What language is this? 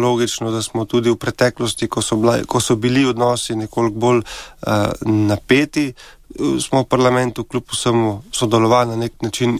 Slovenian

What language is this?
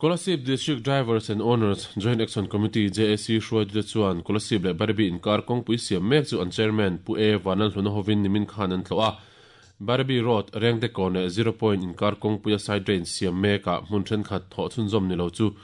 Mizo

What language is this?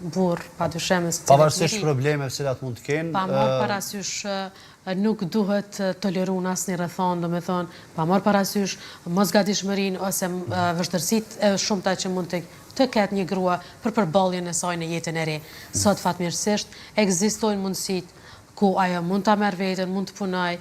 Albanian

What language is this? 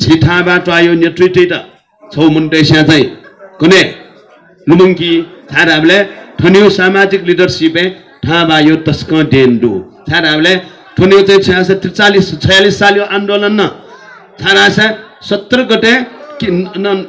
Newari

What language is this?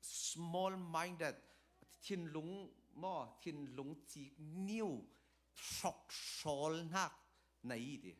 Falam Chin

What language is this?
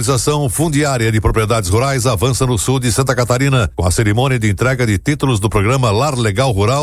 Portuguese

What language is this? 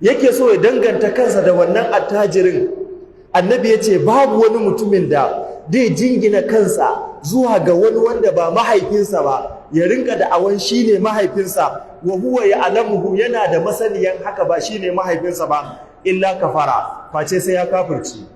Hausa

